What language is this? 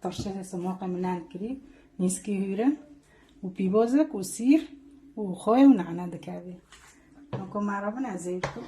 Kurdish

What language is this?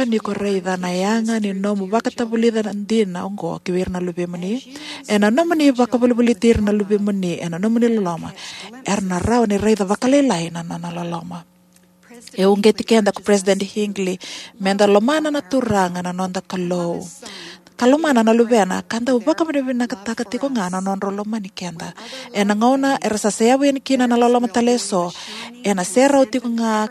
Fijian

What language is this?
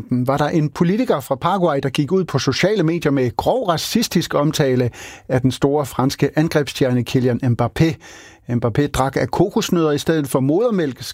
Danish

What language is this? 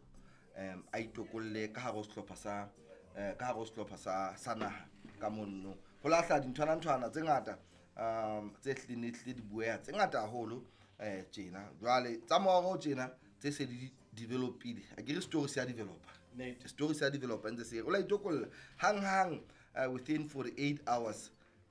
Southern Sotho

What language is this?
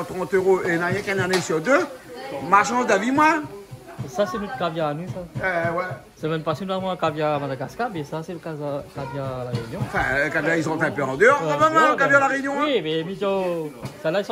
Réunion Creole French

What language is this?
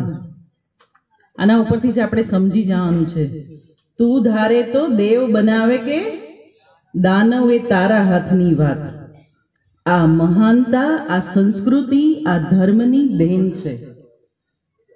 Gujarati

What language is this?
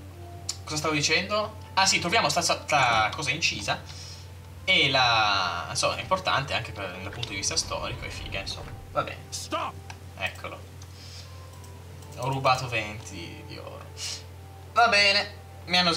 Italian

